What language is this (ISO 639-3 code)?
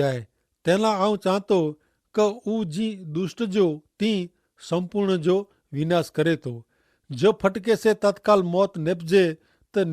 kfr